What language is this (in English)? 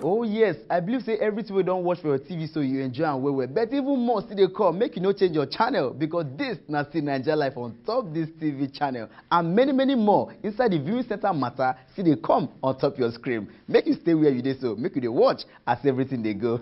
Nigerian Pidgin